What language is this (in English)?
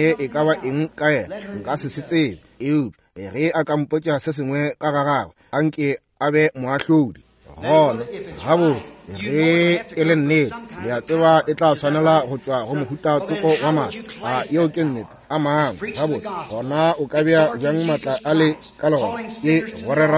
Northern Sotho